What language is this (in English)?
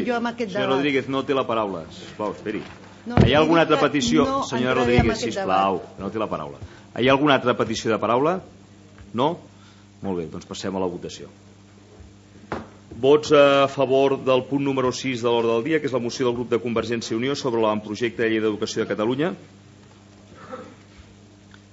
Catalan